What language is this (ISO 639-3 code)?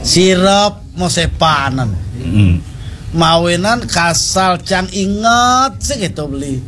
ban